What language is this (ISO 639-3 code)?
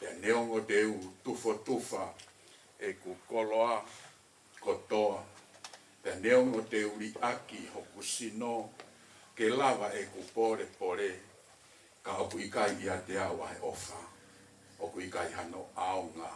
ton